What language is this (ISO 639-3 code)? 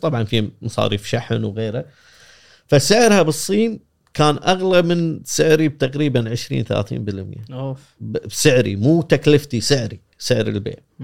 afb